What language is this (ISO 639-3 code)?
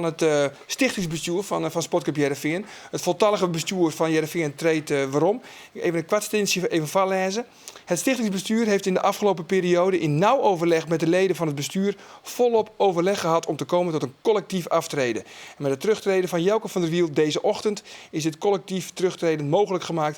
fry